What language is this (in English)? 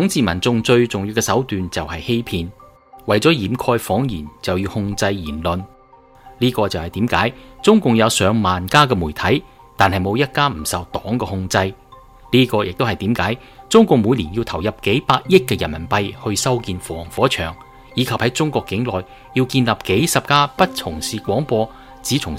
Cantonese